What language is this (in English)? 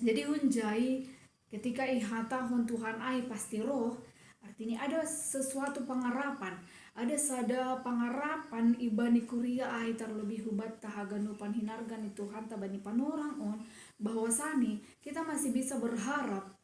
Batak Simalungun